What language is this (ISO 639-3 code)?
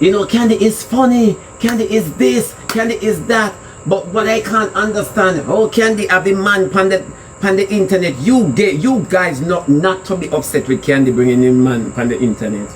jam